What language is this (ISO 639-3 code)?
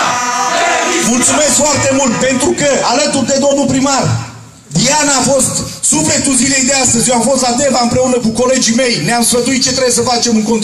ron